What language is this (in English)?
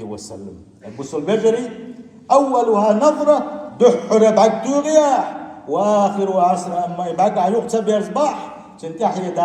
Chechen